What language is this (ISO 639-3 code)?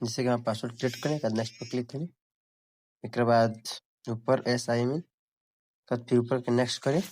bho